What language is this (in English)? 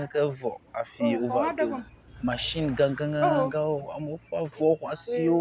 Ewe